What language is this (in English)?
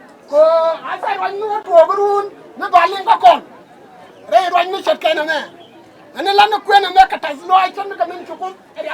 Nuer